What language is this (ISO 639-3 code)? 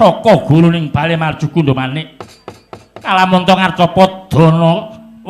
jav